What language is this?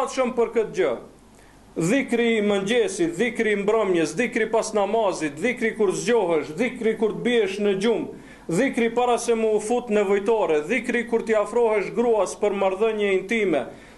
Albanian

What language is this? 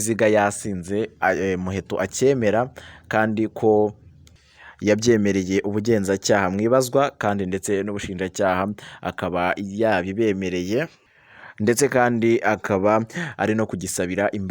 Kinyarwanda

